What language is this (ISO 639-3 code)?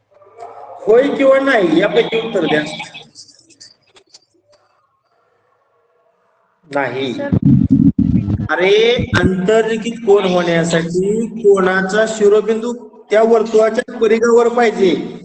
mar